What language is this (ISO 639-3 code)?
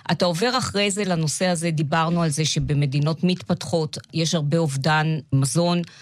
heb